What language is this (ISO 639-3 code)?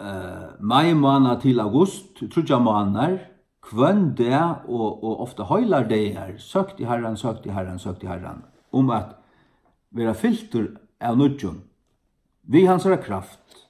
fao